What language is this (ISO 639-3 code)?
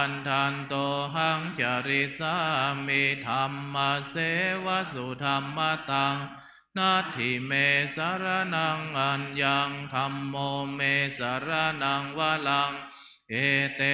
pli